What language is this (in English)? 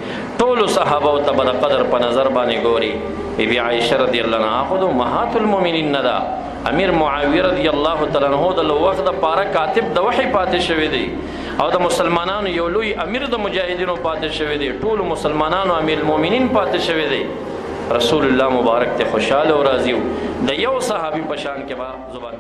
Pashto